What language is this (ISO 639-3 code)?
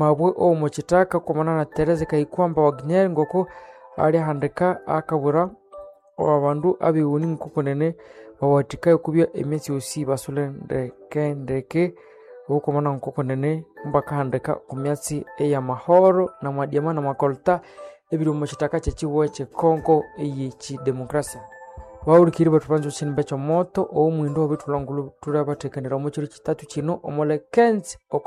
nnb